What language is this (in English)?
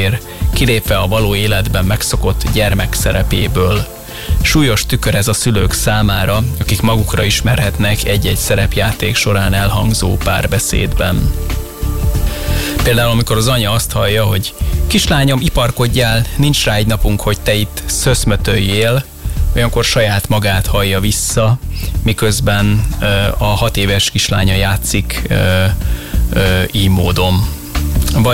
Hungarian